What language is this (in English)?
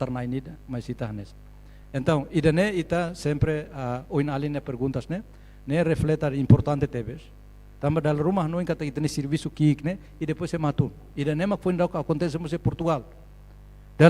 Tetum